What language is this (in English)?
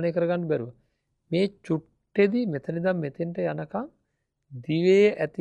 Sinhala